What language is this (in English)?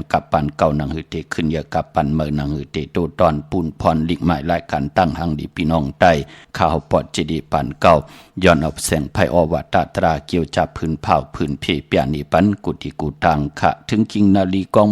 Shan